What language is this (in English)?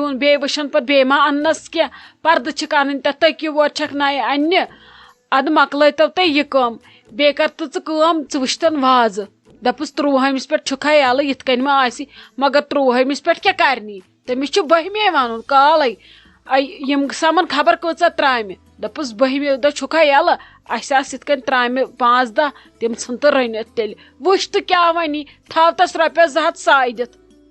Kashmiri